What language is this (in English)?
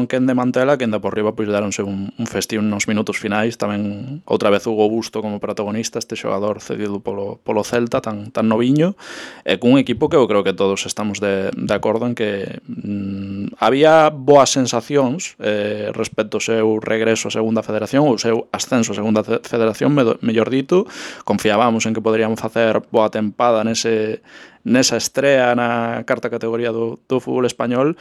Galician